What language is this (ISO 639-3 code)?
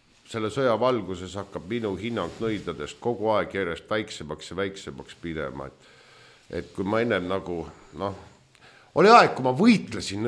est